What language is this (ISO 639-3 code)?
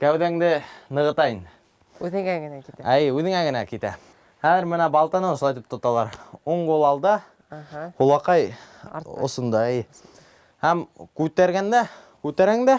bak